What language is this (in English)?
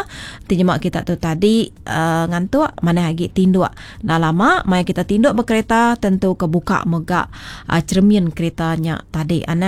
Iban